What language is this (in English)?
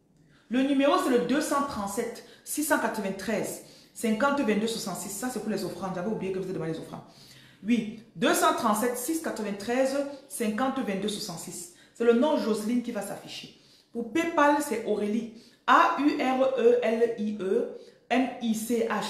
French